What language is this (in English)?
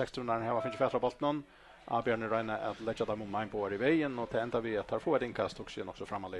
Faroese